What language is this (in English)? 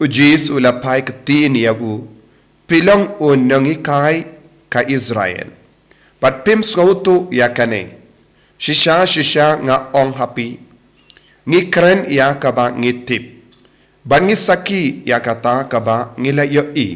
Khasi